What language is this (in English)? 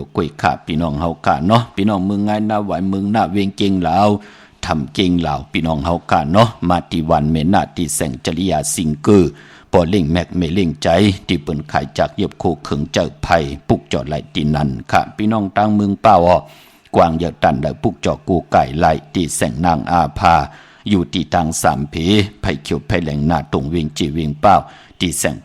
Shan